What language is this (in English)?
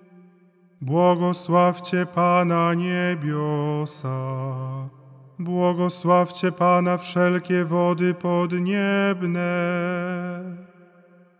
Polish